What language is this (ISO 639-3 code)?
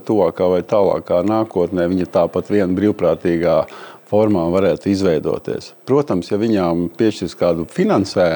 lav